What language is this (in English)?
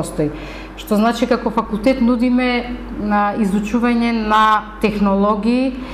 Macedonian